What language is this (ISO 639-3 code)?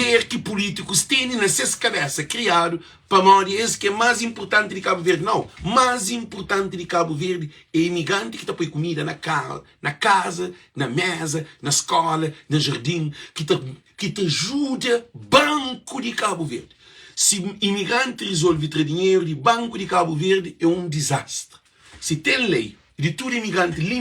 kea